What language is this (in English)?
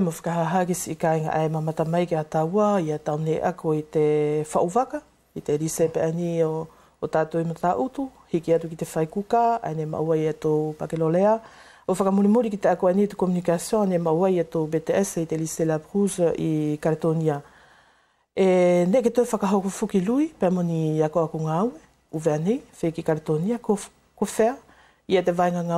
Wallisian